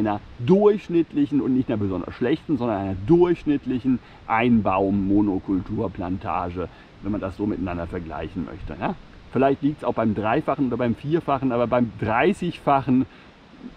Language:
German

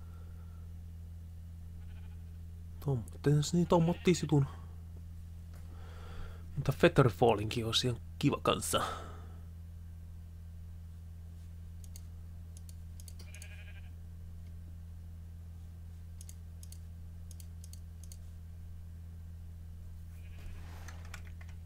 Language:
Finnish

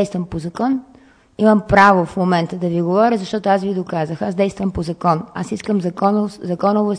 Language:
Bulgarian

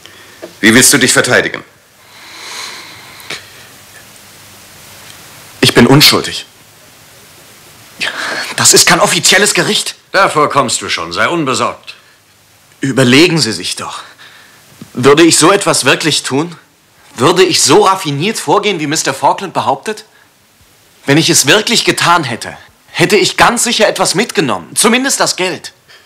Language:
German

